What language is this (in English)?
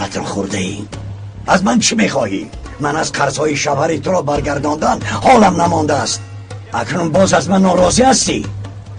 Tajik